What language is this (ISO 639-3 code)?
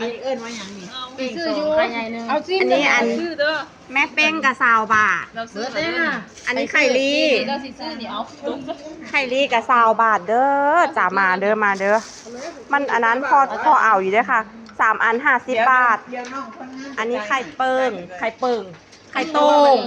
tts